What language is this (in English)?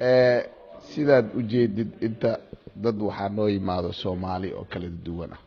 Somali